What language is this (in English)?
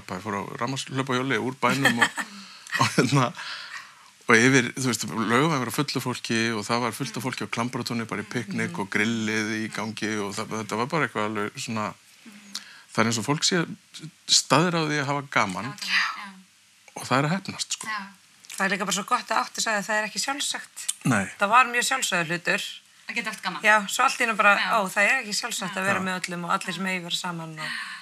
Icelandic